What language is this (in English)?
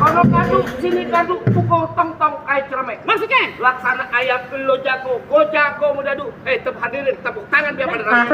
Betawi